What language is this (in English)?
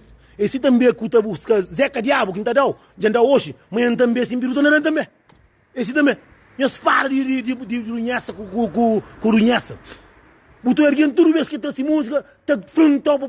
Kabuverdianu